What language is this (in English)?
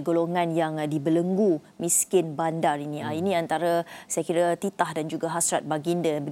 Malay